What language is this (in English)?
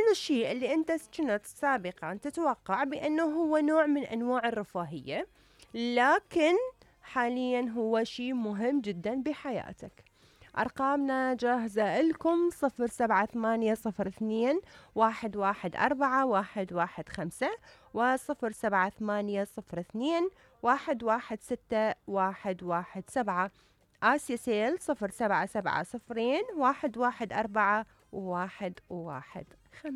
Mesopotamian Arabic